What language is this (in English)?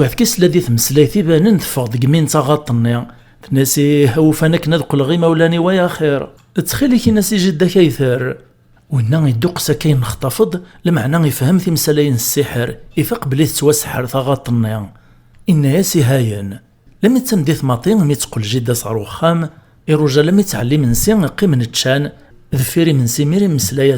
Kabyle